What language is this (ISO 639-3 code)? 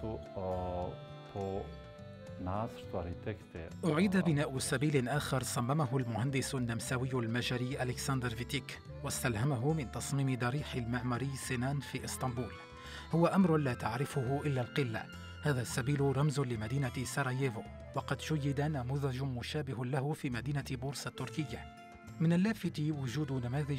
ara